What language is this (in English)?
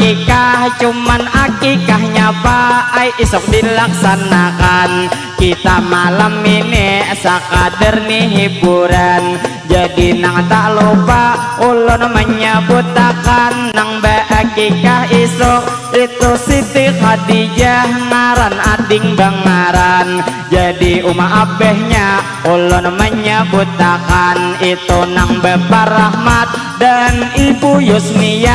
Banjar